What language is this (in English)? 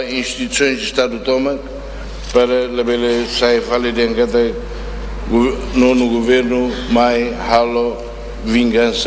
Tetum